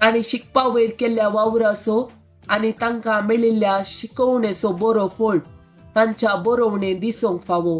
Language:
Konkani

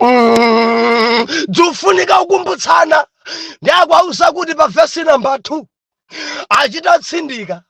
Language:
Nyanja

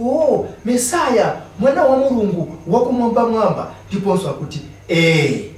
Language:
Nyanja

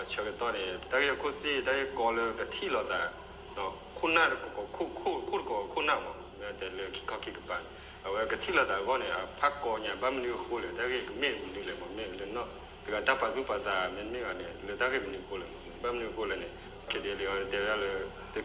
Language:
S'gaw Karen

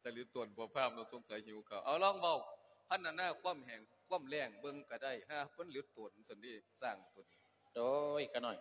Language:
Lao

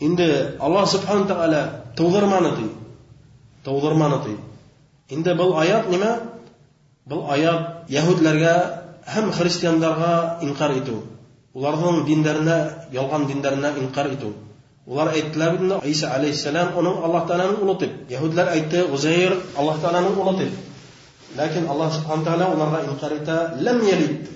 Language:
Bashkir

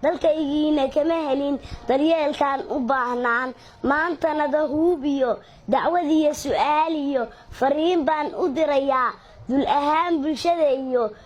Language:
Somali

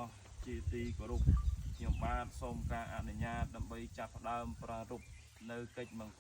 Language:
Khmer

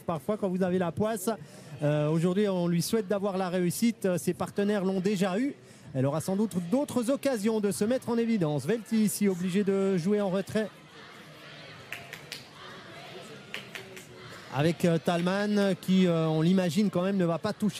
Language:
French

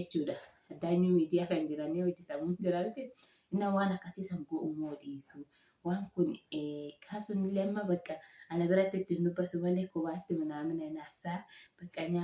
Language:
Oromo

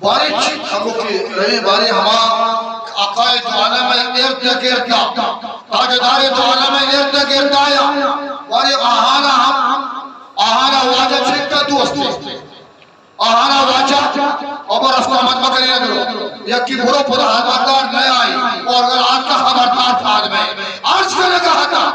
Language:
Eastern Balochi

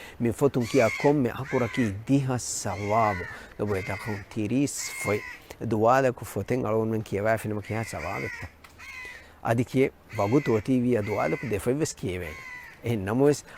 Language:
Divehi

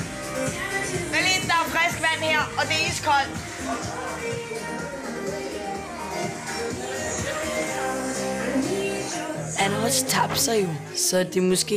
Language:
Danish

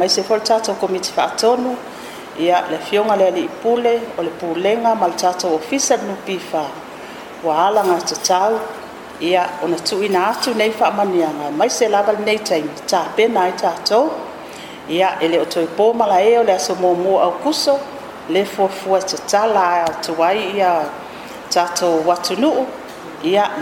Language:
Samoan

